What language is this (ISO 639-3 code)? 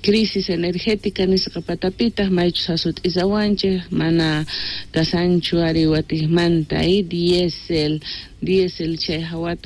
que